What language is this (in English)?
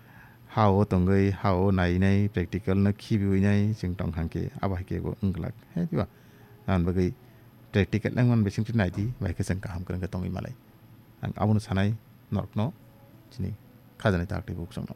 Kok Borok